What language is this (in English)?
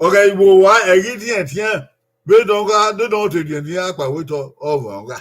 Bini